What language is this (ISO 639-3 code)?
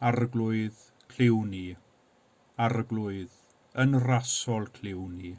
cym